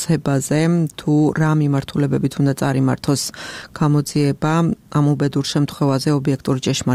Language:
Georgian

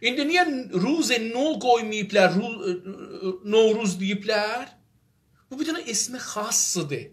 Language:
South Azerbaijani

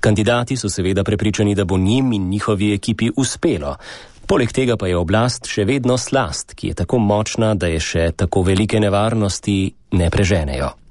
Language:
Slovenian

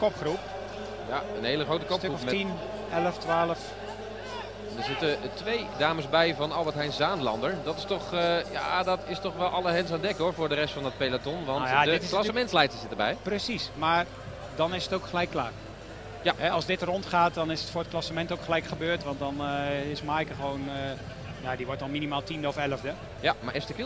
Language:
Dutch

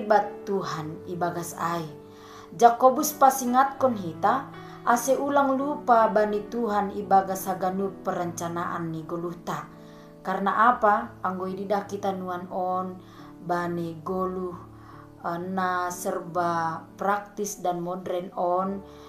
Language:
Batak Simalungun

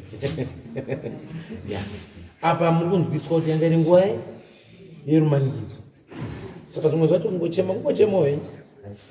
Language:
Shona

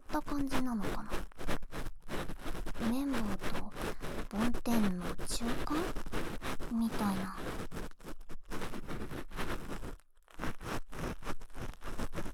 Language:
Japanese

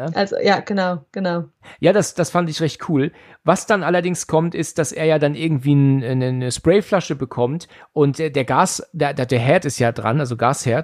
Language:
German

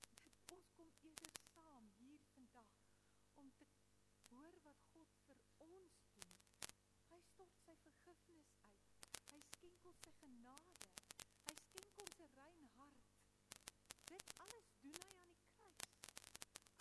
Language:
Afrikaans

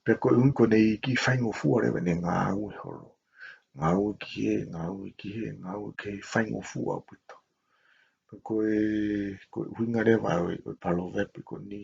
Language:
Tongan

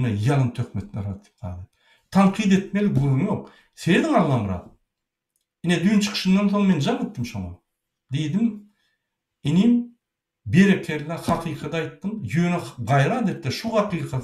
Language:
Turkmen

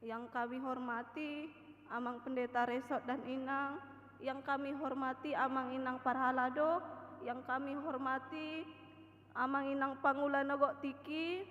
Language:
Batak Toba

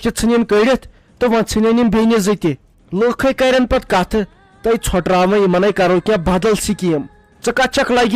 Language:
Kashmiri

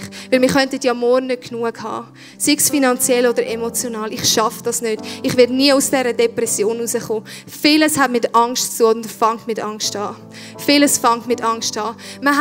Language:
Swiss German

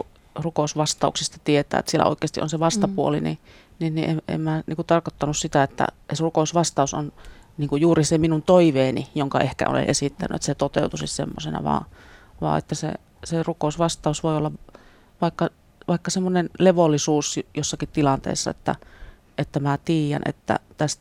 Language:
Finnish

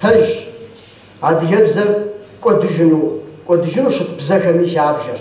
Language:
Kabardian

